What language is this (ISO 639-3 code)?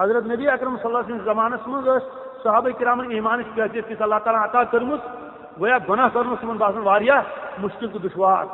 kas